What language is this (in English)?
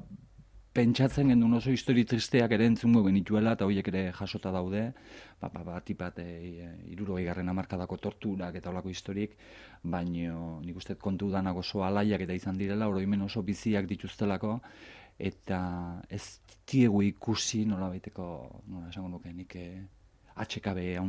Basque